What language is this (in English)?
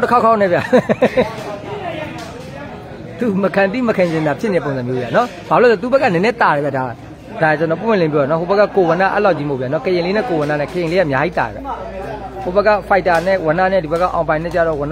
Burmese